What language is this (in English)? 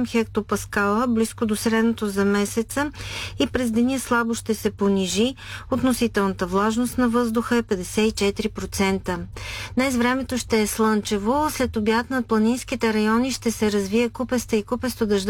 Bulgarian